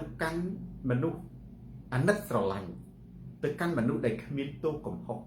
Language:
Khmer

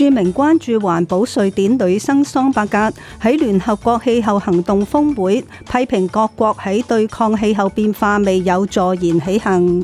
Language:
Cantonese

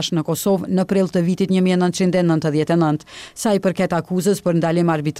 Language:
Albanian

